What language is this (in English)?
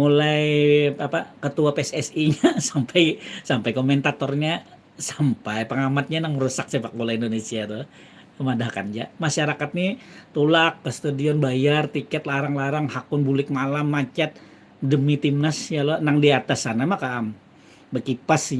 Banjar